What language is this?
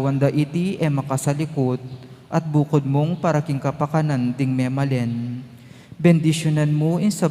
Pampanga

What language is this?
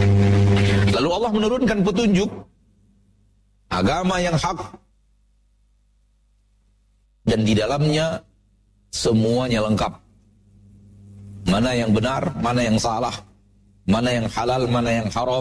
Indonesian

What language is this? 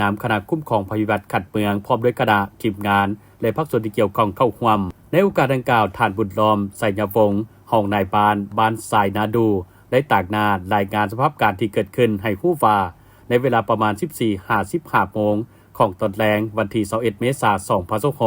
Lao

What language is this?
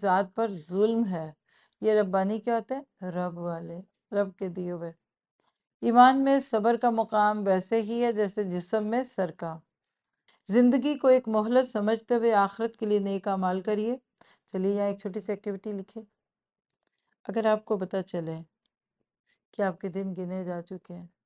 Urdu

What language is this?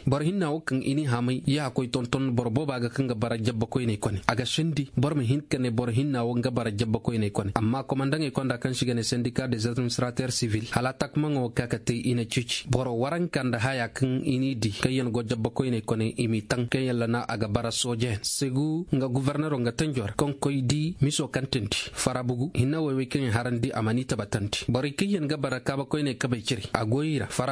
Koyraboro Senni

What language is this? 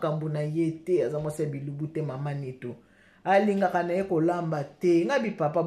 Lingala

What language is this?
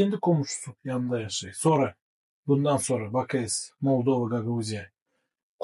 Gagauz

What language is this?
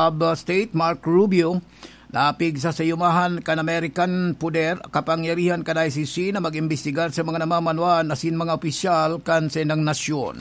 Bikol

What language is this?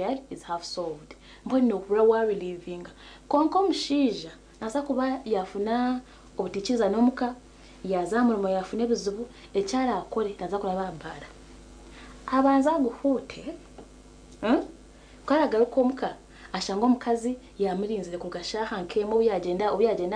Nyankole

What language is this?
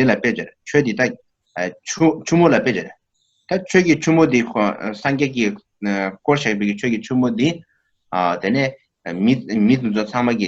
Tibetan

